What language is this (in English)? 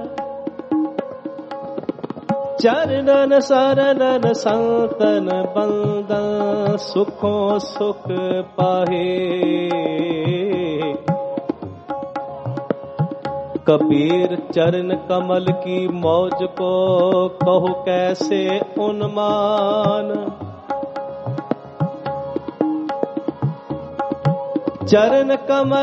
Punjabi